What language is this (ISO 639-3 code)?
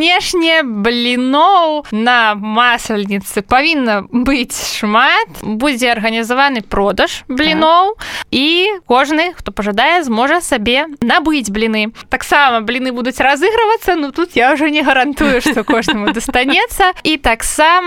bel